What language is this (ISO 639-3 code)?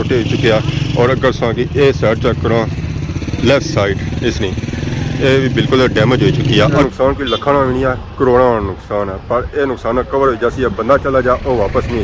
phr